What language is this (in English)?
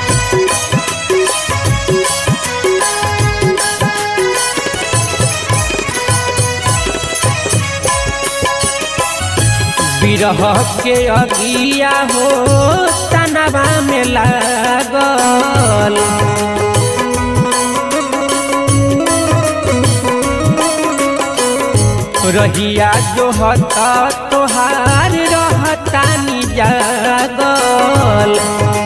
Bhojpuri